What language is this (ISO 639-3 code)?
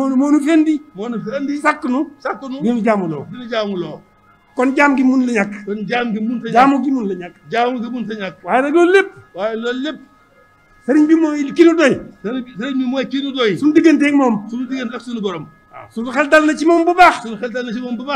wol